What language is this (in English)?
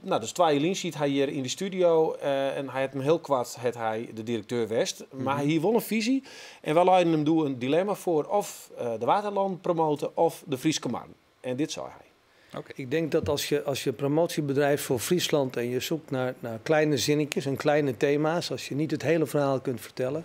Western Frisian